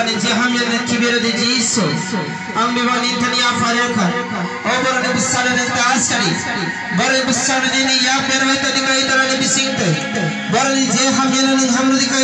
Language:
Kok Borok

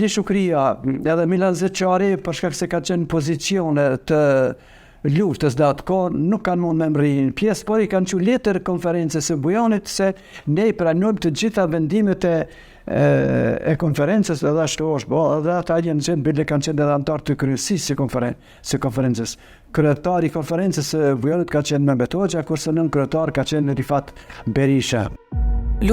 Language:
Albanian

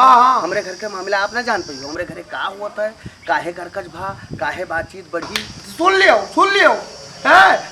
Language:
Awadhi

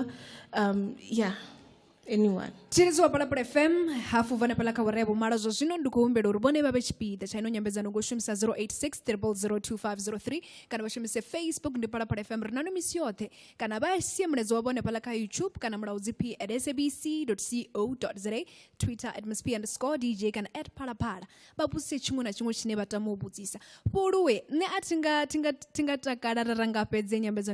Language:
Venda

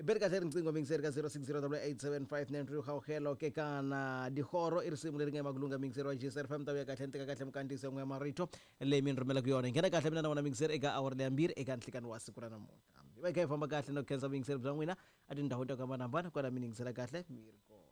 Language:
Tsonga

